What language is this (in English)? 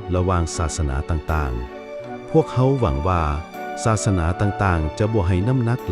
Lao